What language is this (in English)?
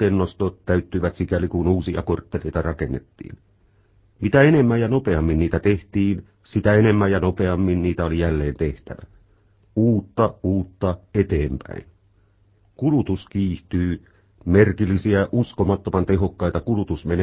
Finnish